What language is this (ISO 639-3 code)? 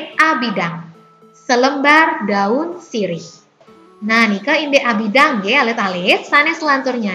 ban